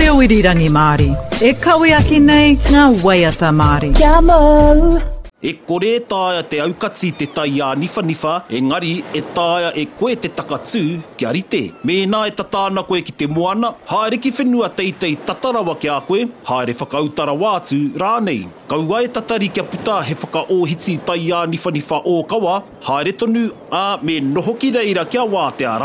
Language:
Māori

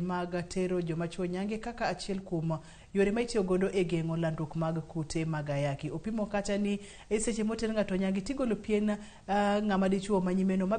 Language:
Luo (Kenya and Tanzania)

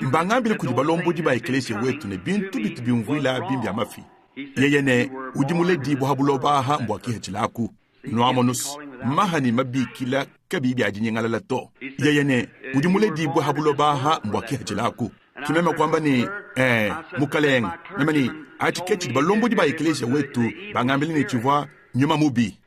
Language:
Luba-Lulua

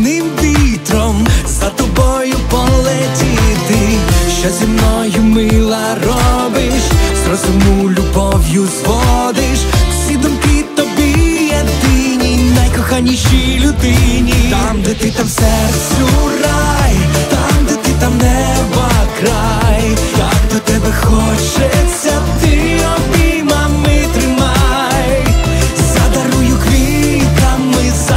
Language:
Ukrainian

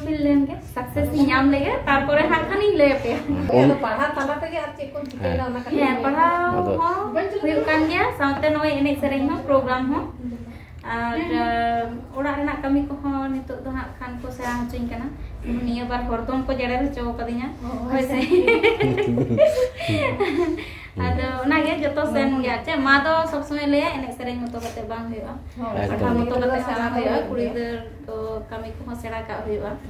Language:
Santali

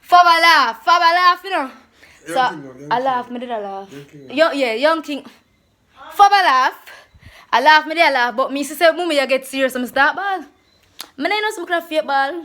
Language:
Jamaican Creole English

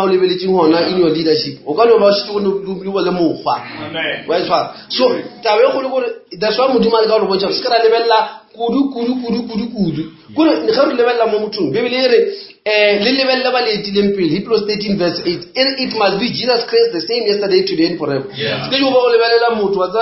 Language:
Northern Sotho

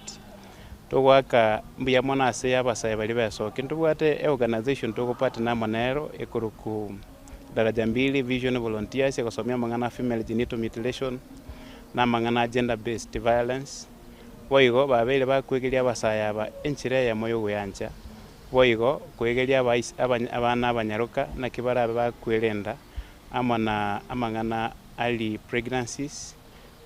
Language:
Gusii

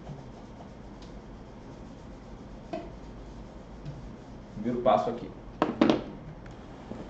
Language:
Portuguese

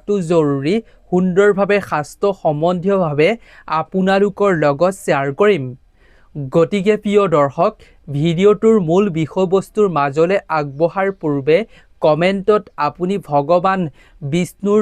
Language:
Assamese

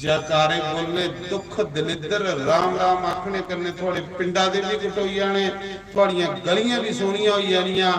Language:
Dogri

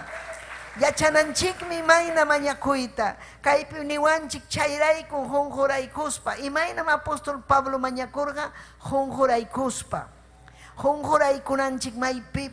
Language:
Ayacucho Quechua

